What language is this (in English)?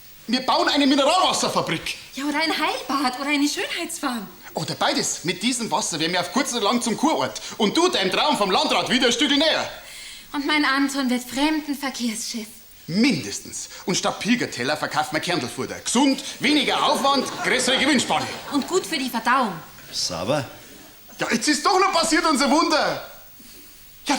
Bavarian